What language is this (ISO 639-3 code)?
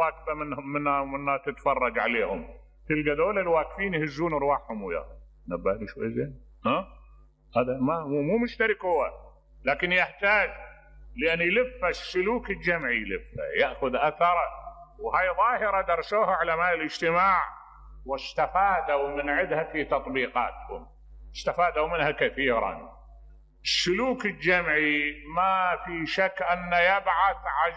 acm